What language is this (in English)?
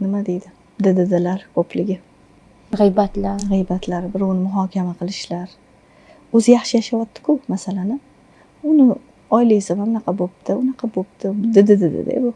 Uzbek